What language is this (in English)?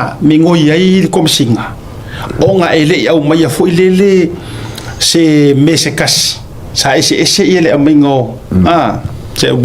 Samoan